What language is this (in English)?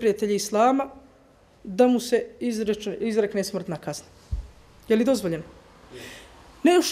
Bosnian